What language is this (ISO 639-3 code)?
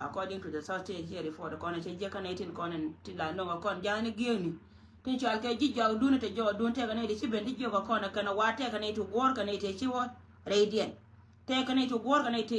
nus